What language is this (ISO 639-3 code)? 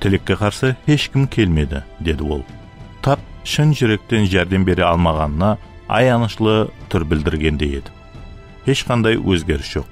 kaa